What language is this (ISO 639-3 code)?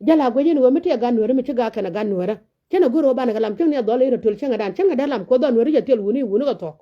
nus